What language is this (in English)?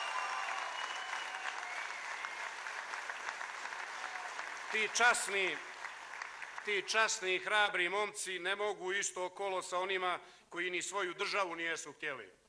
Serbian